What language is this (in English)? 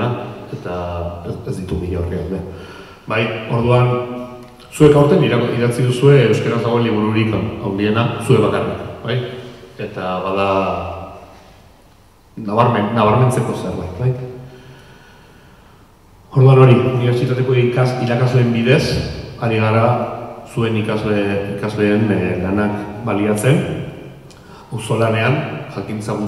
Basque